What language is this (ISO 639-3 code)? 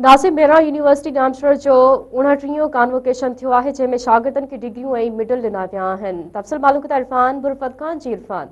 snd